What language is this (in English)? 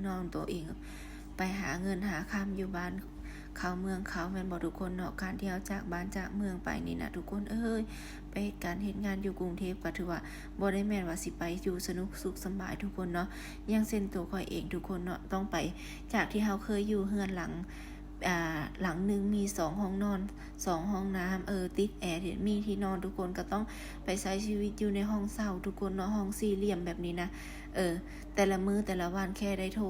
Lao